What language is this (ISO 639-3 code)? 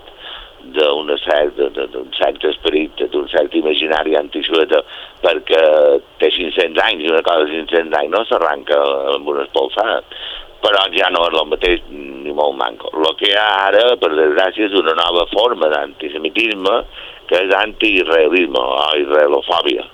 cat